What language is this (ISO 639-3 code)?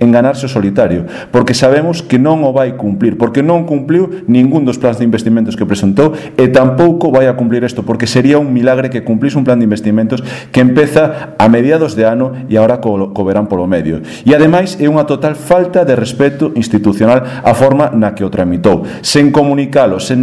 glg